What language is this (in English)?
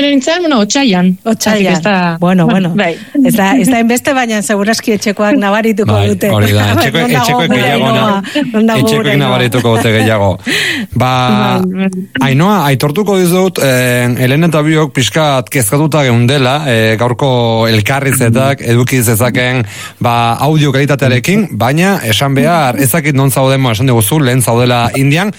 Basque